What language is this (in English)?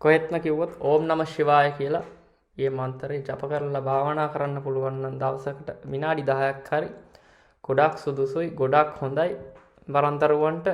Sinhala